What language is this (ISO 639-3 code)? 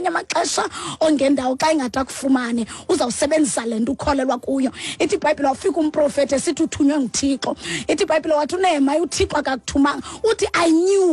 xho